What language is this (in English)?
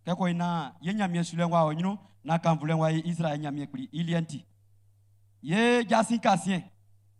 Baoulé